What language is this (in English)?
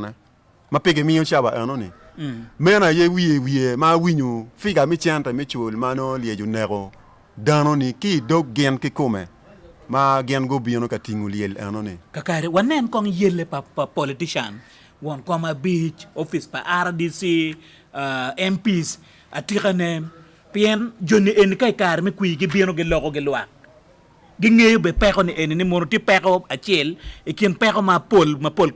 Acoli